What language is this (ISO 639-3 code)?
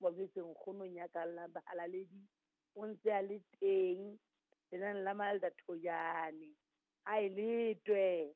sot